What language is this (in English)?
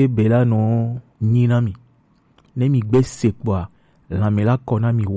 Gen